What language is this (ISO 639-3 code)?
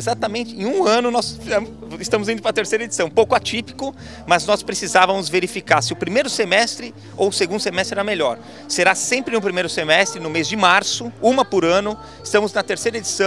por